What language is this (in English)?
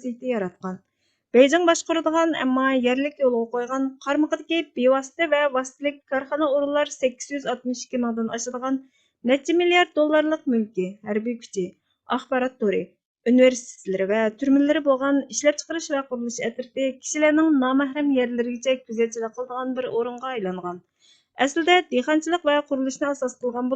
Uyghur